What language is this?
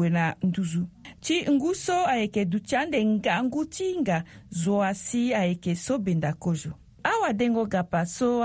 Sango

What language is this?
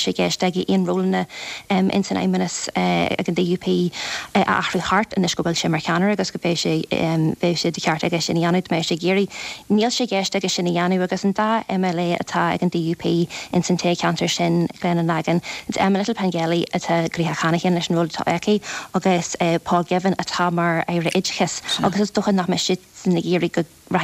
Irish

